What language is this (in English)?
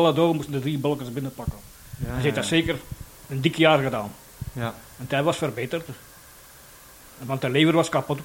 Dutch